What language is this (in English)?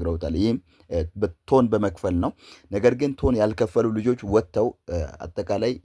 Amharic